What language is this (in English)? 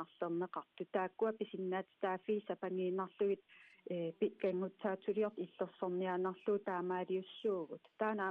Kalaallisut